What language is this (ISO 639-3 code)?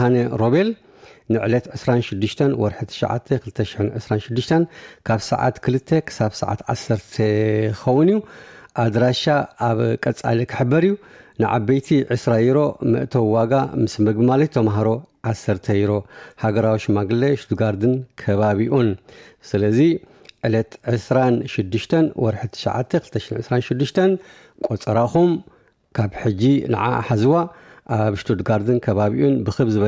tir